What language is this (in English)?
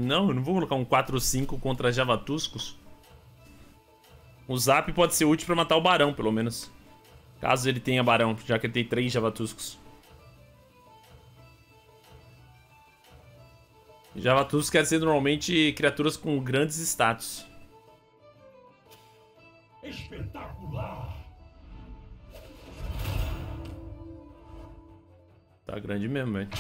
Portuguese